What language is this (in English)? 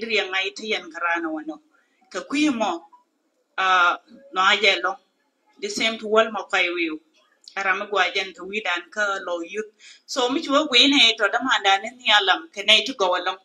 Nuer